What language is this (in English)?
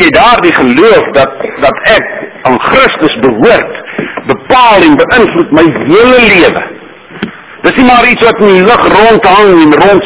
Afrikaans